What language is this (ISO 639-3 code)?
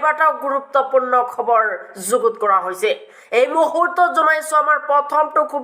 asm